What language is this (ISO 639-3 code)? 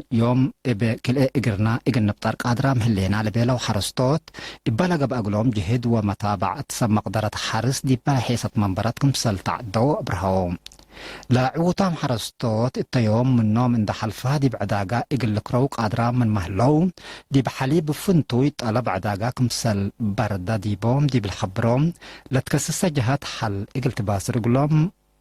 tig